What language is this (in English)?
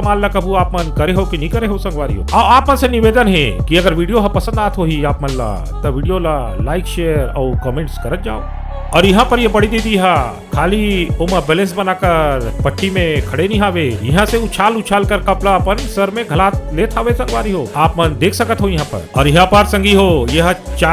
Chhattisgarhi